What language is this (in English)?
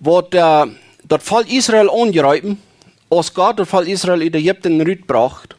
Plautdietsch